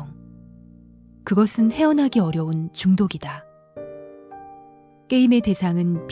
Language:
Korean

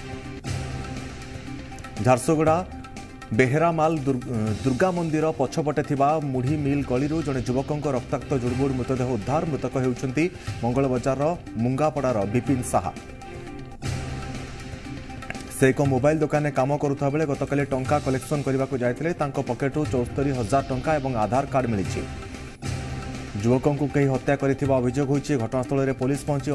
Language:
Odia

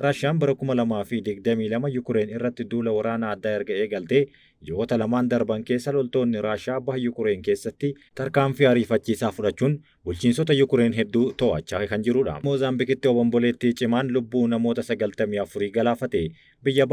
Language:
Oromo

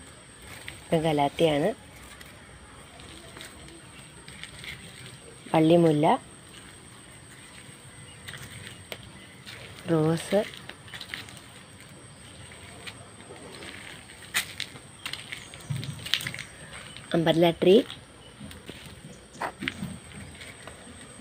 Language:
Malayalam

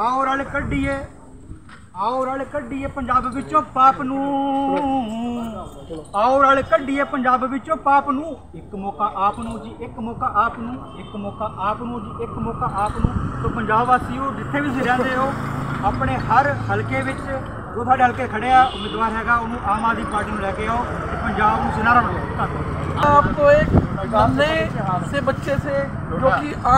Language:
Punjabi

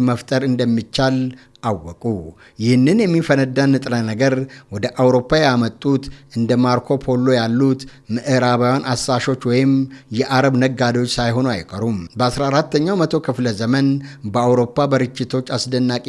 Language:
Amharic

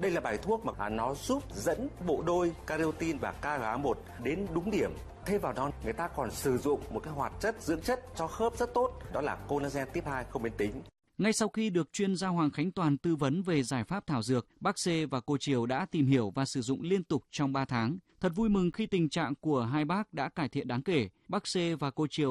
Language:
Vietnamese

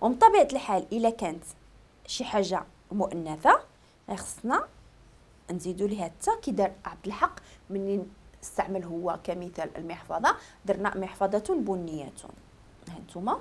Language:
Moroccan Arabic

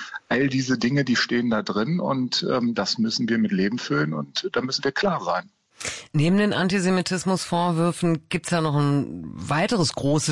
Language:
German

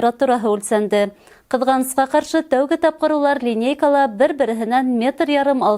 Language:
Bashkir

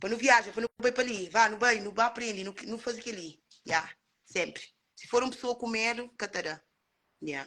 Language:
Kabuverdianu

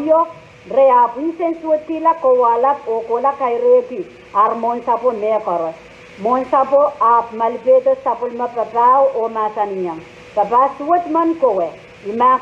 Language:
Pohnpeian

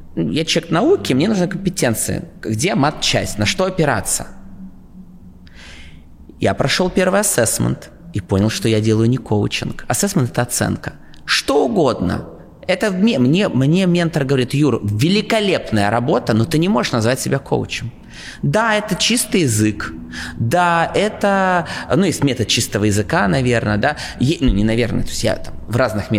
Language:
Russian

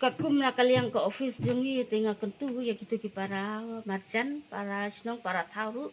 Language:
Khasi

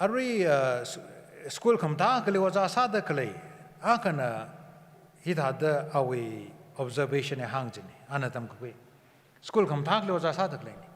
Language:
Tangkhul Naga (India)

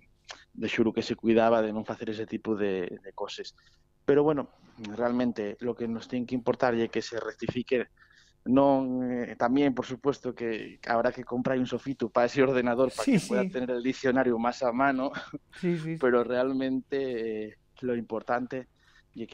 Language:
Asturian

